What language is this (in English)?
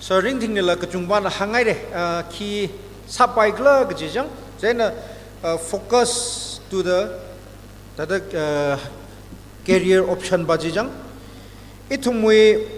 Tangkhul Naga (India)